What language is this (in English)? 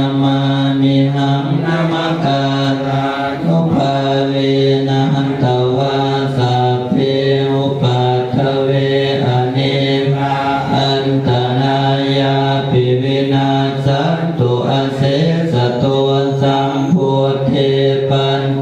Pali